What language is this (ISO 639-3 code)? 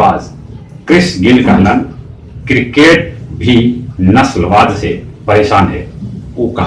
mag